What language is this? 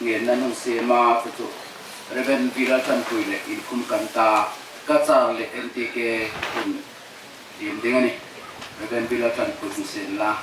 Hmar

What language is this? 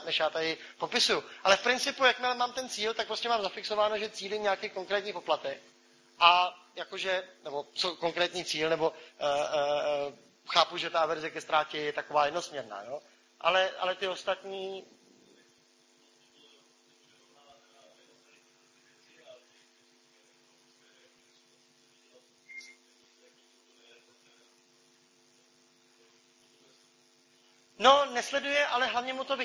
Czech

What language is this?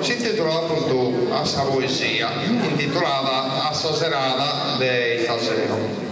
Sardinian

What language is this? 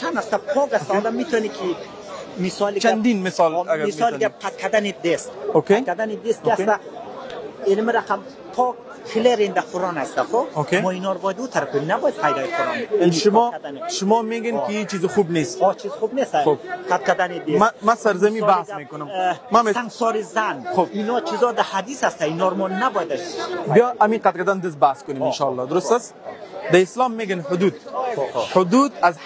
Persian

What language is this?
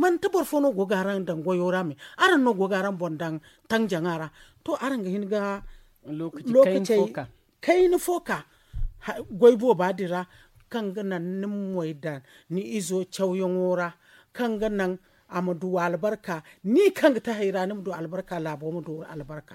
Zarma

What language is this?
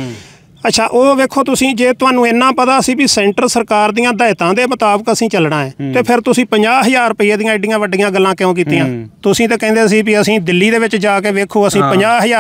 Punjabi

